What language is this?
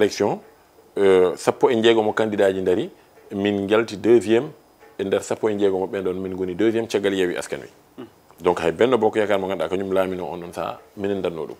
Fula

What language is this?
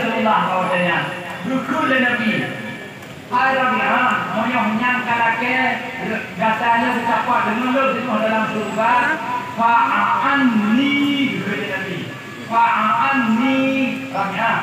Achinese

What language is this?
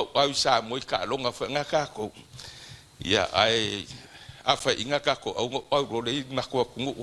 Samoan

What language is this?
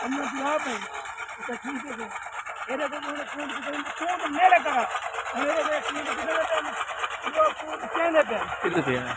Saraiki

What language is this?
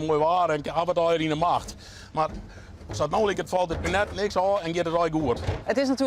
Western Frisian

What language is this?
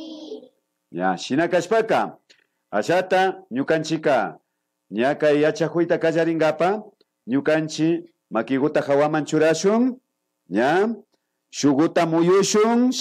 Imbabura Highland Quichua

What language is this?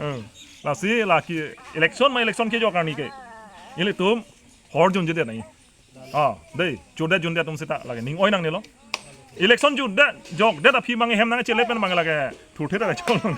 Karbi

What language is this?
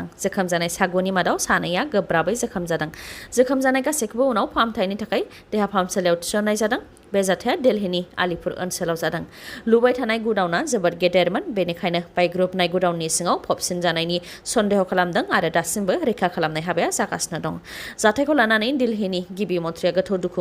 Bodo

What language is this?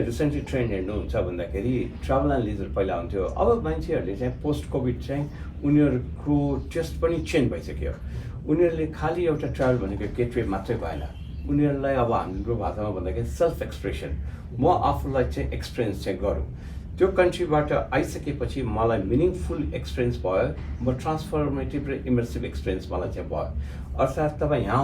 Nepali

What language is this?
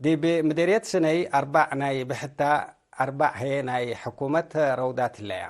Tigre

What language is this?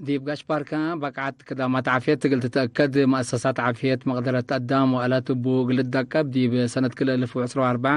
Tigre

